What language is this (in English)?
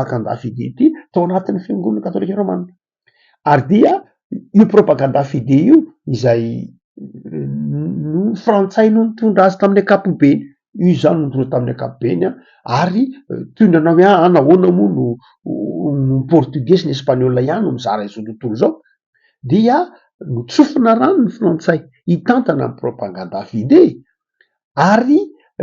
Malagasy